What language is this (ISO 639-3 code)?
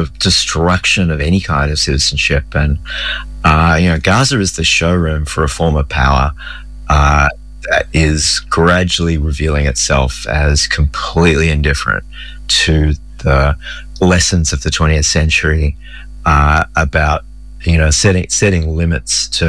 eng